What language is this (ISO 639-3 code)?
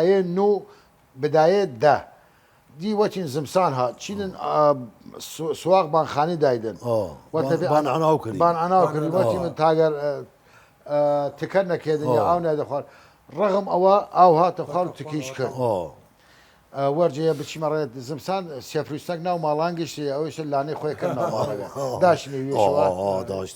sdh